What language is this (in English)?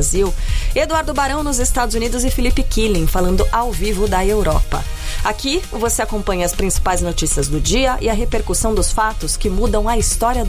Portuguese